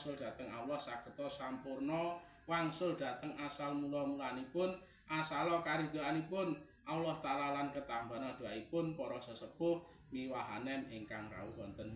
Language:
Javanese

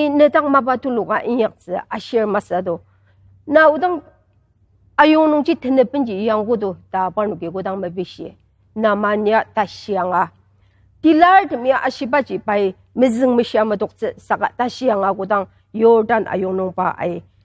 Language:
Ao Naga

